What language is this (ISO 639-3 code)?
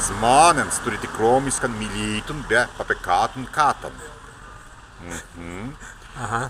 prg